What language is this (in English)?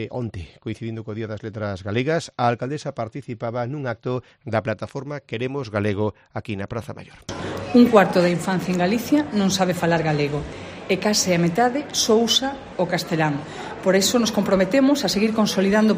Galician